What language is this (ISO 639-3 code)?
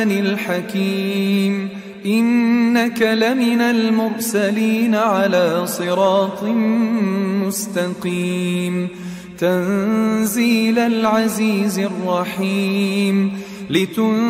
ara